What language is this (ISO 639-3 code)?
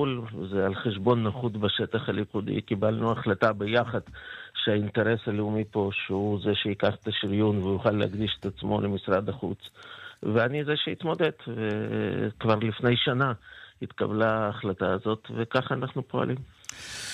heb